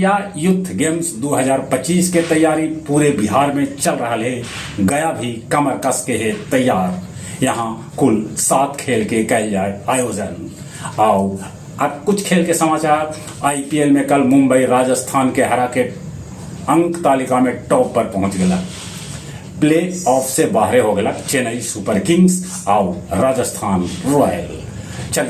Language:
Magahi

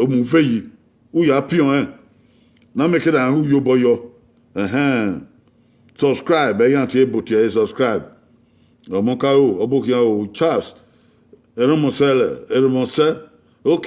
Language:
Bini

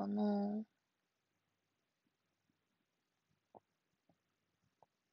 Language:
Japanese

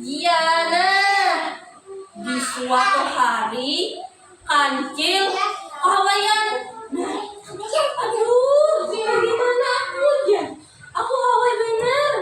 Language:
Banjar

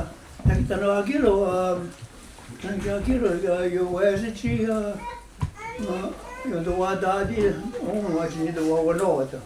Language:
Mohawk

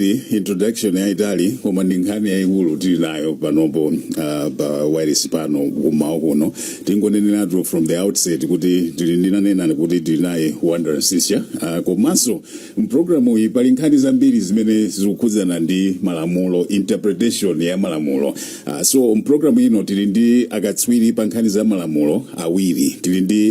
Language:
Nyanja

